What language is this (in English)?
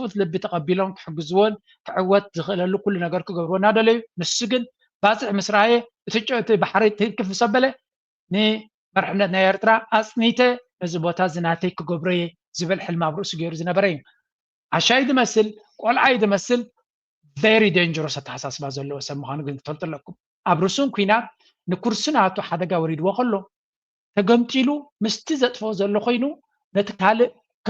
Tigrinya